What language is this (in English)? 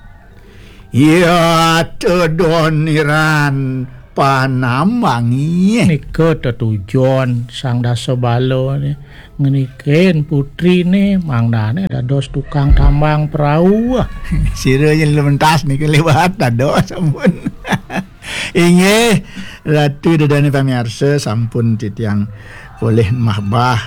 Balinese